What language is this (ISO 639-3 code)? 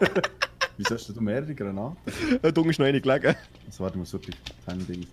gsw